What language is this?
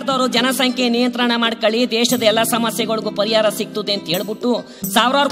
Kannada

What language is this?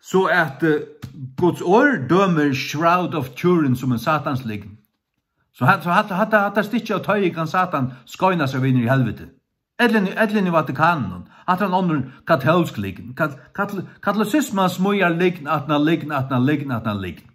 Faroese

